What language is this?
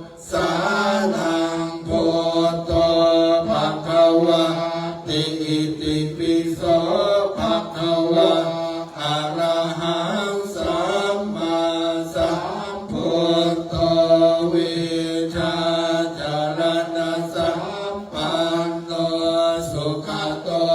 Pali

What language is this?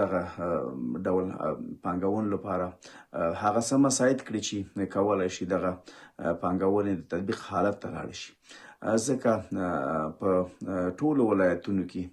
Pashto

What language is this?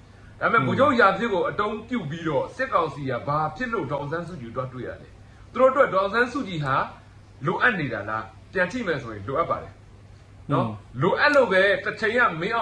Burmese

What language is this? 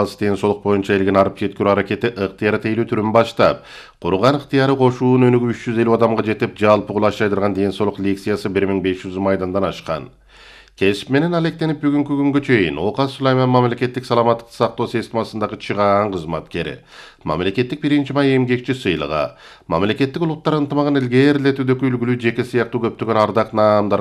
Kyrgyz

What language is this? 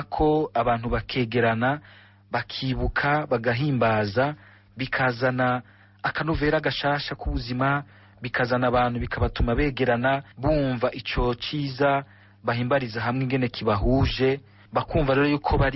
Rundi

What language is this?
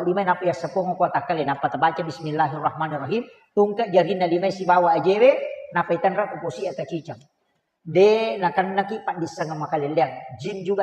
Buginese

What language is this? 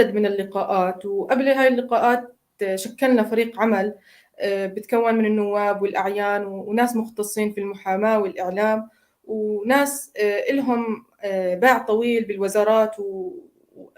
North Levantine Arabic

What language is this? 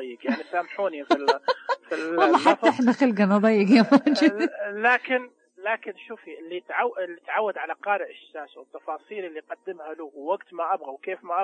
Najdi Arabic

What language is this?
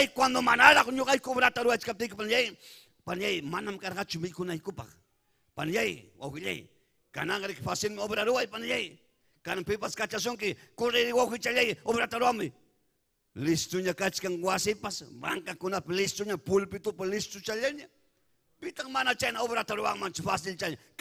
Ayacucho Quechua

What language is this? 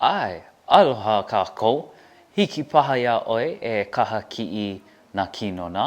Hawaiian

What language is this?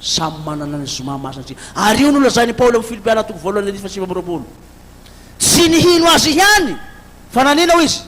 Malagasy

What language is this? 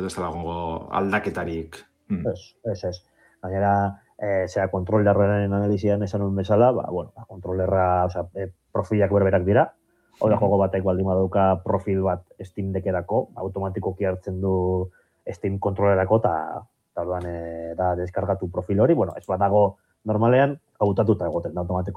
Basque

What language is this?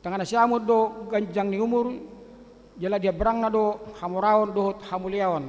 Batak Toba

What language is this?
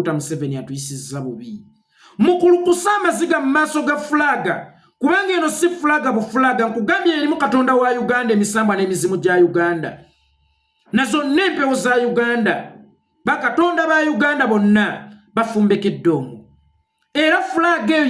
Ganda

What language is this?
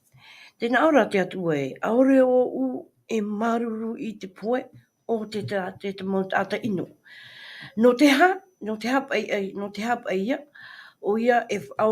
Tahitian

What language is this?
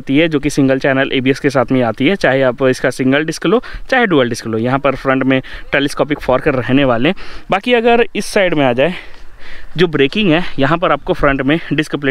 Hindi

